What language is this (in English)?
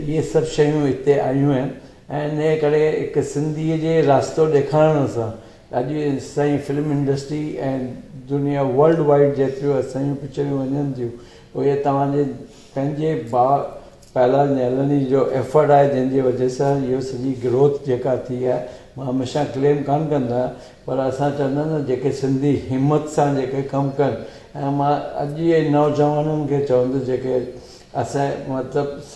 Sindhi